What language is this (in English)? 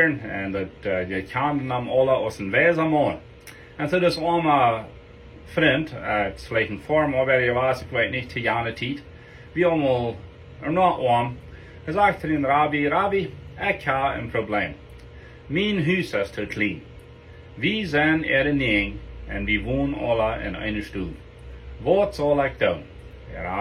Plautdietsch